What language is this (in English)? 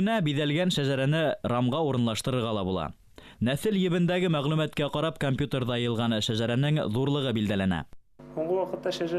Bashkir